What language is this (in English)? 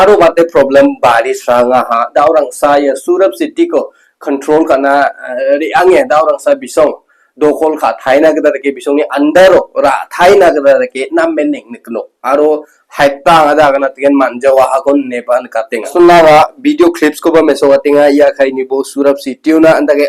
Garo